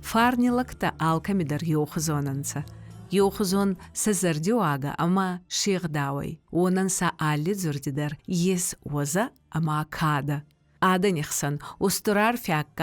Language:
Ossetic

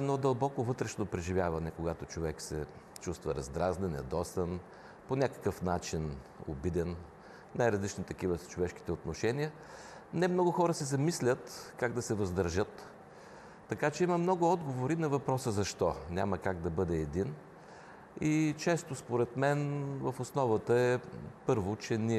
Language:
Bulgarian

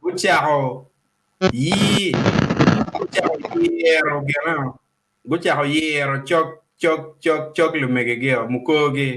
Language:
Acoli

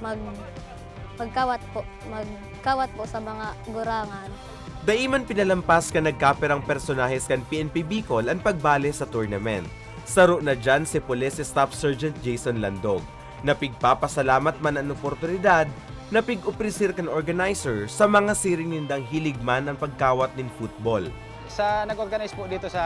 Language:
Bikol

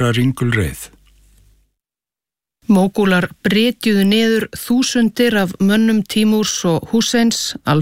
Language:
Icelandic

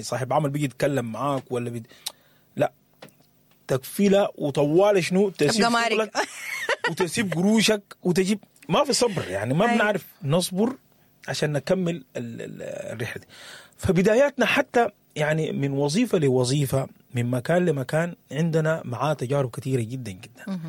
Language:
Sudanese Arabic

